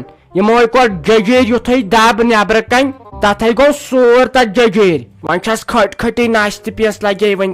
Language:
Kashmiri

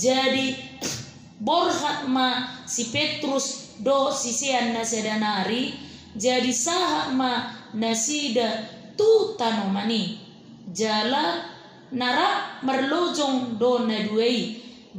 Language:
Batak Toba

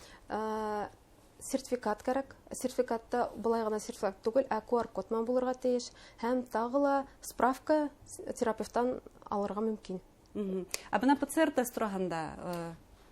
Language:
Bashkir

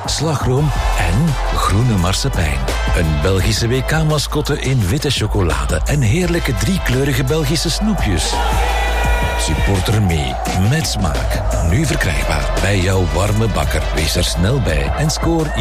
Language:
Dutch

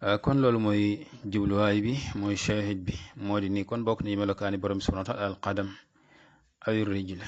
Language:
Wolof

